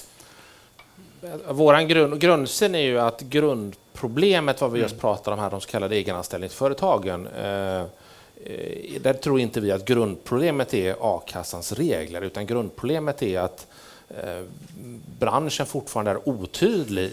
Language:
Swedish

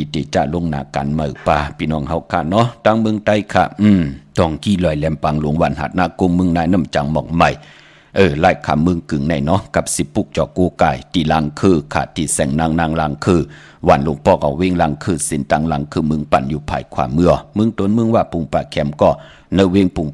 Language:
Shan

